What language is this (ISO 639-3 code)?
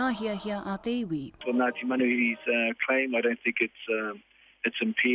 mri